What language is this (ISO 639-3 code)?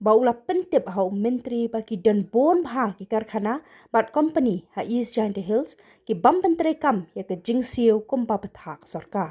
kha